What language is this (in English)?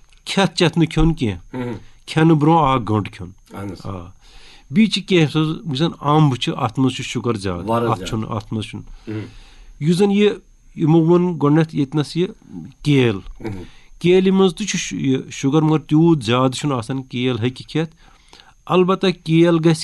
Kashmiri